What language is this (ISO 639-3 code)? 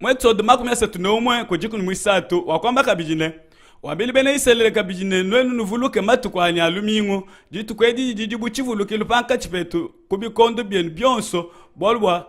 lua